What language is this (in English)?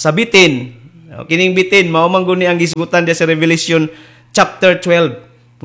Cebuano